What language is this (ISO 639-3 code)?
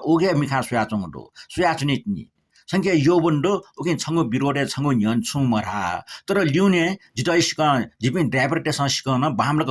new